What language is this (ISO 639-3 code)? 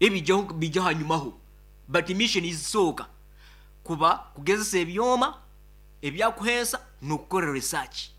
nyn